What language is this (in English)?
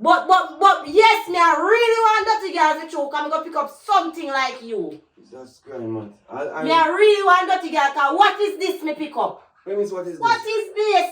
Jamaican Creole English